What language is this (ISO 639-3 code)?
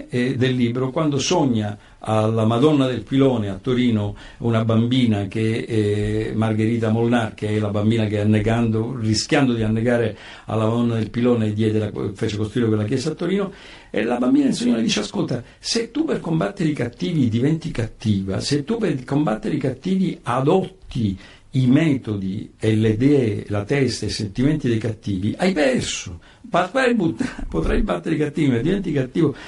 ita